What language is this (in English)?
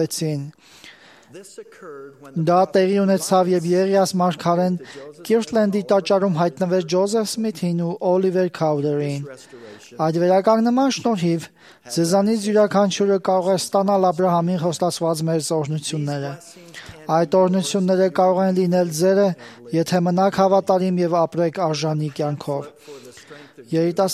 Armenian